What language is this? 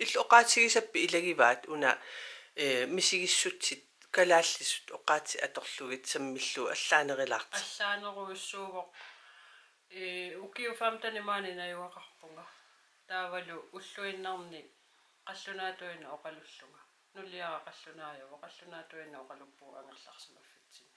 Kalaallisut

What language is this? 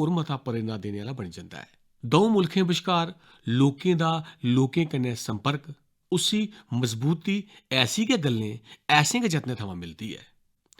Dogri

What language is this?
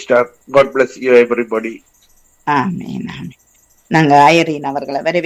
Tamil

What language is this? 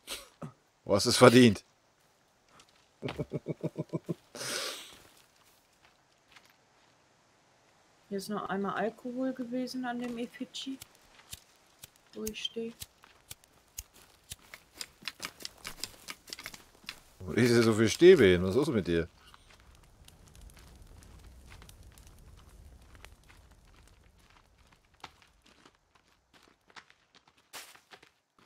German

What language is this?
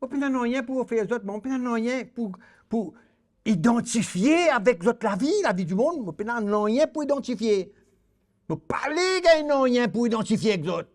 Morisyen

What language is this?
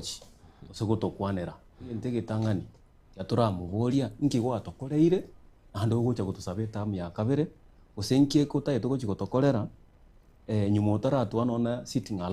Gusii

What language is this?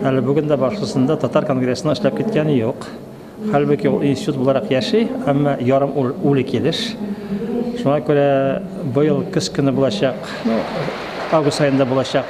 Tatar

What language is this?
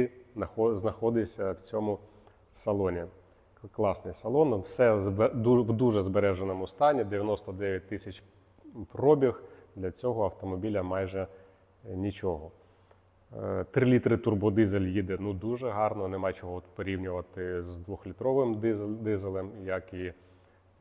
Ukrainian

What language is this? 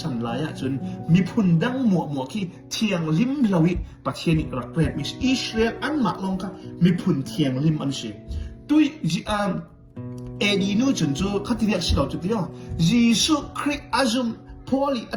Falam Chin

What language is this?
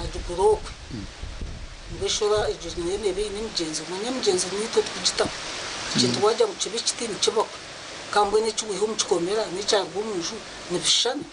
Nyankole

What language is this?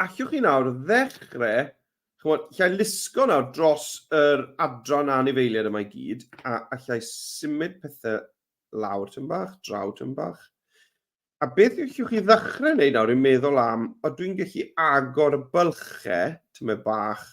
Welsh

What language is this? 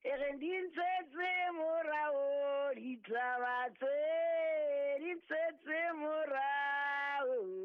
Southern Sotho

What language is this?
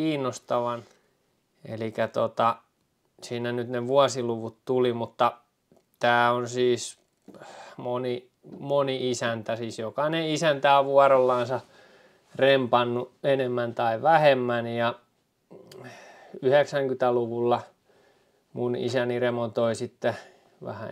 Finnish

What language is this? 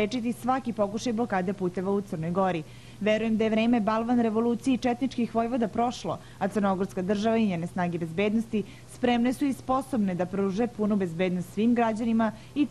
Serbian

